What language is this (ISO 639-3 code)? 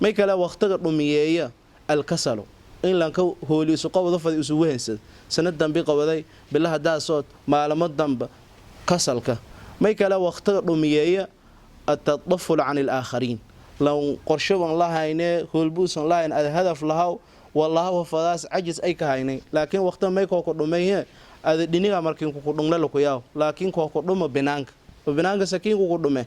som